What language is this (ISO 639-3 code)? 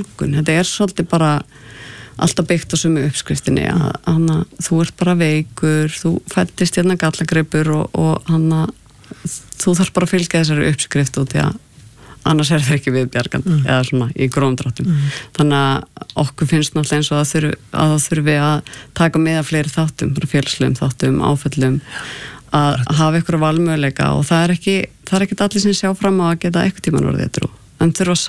isl